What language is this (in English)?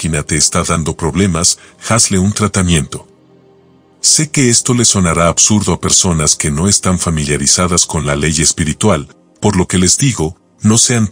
Spanish